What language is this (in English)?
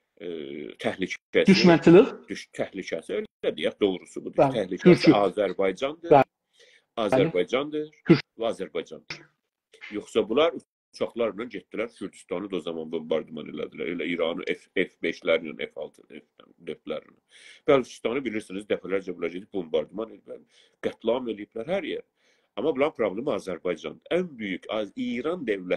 South Azerbaijani